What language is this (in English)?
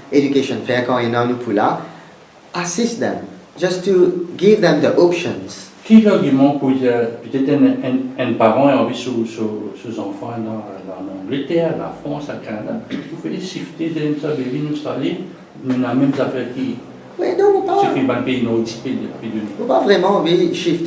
Morisyen